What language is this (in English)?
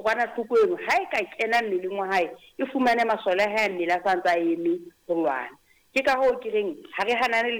Southern Sotho